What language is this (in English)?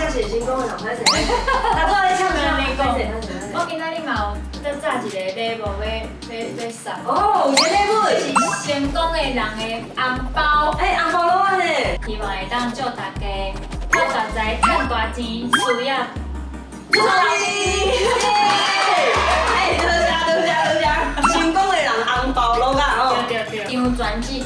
Min Nan Chinese